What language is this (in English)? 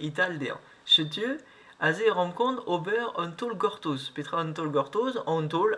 Breton